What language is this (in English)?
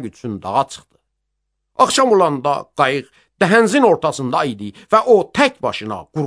Azerbaijani